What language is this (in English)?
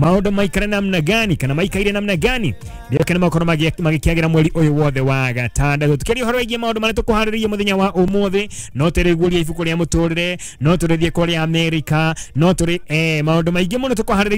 Kikuyu